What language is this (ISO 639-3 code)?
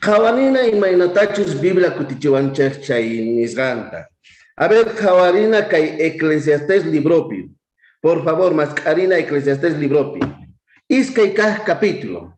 quh